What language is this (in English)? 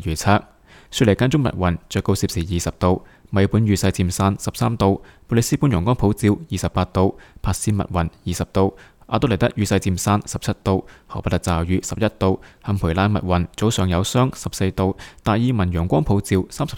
Cantonese